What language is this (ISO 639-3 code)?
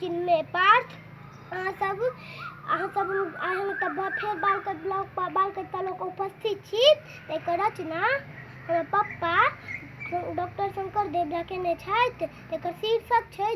mai